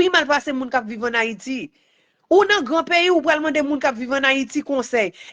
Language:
Haitian Creole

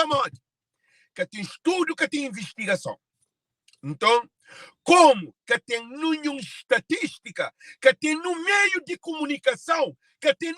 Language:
Kabuverdianu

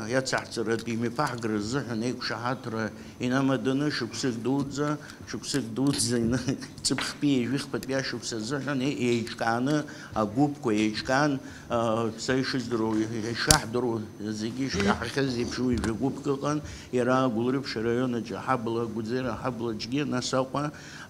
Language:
Abkhazian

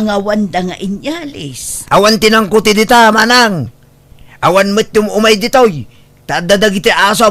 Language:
Iloko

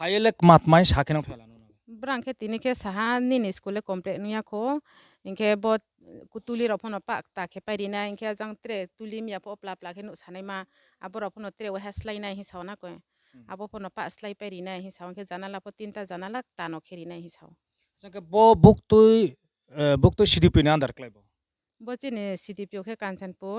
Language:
Kok Borok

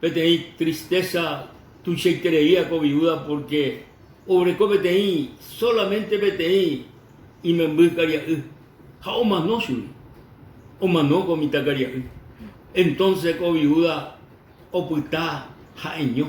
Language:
Guarani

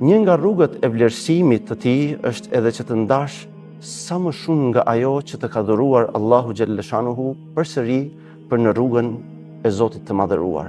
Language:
Albanian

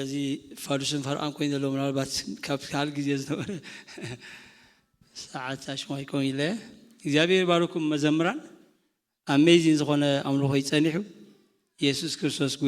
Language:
Tigrinya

